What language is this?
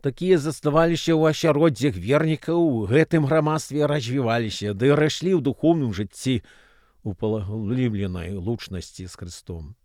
Belarusian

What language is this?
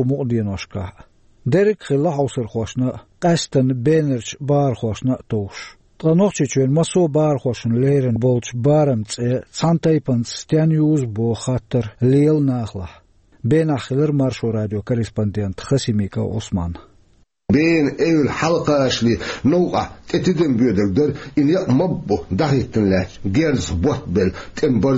Chechen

